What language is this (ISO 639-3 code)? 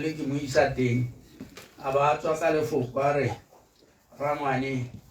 tsn